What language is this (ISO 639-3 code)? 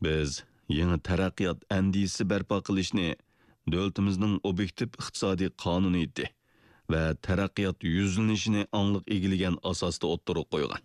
uig